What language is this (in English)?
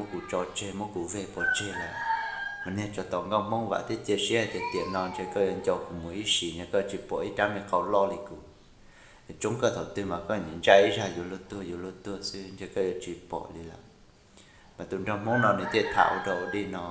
Hmong